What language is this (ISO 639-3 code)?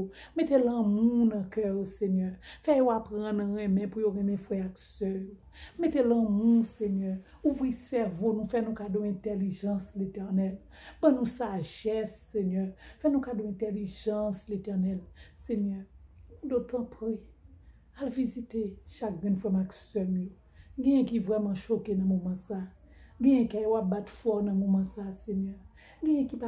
hat